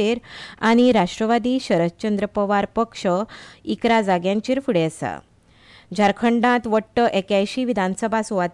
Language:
Konkani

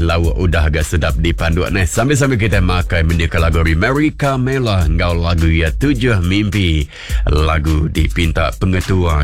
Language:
Iban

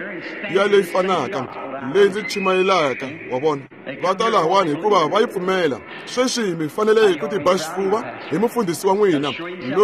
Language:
Tsonga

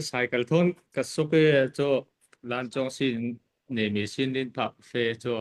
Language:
Falam Chin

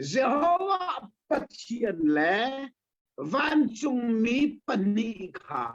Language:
Hakha Chin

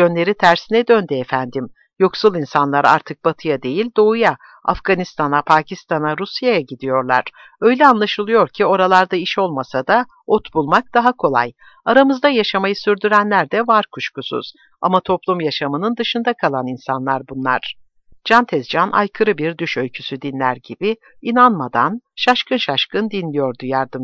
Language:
Turkish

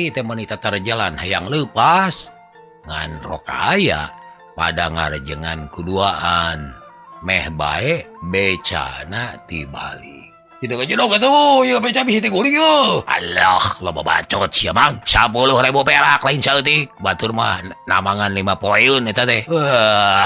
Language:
Sundanese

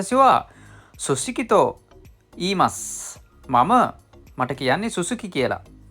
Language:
Sinhala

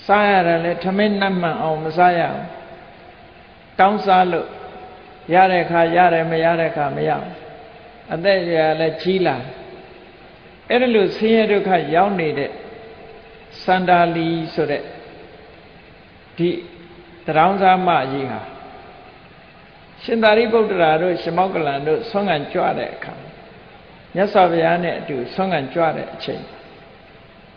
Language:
Burmese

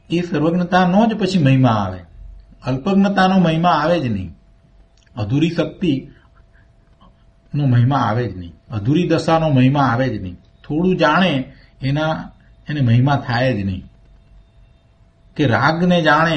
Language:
Gujarati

